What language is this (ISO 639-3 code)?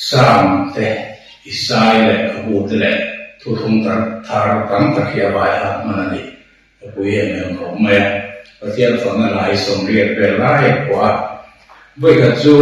lus